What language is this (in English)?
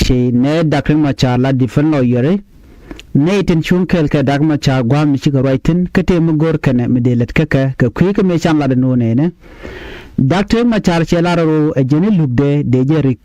Nuer